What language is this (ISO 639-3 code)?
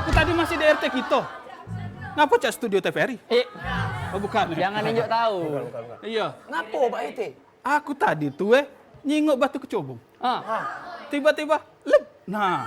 mui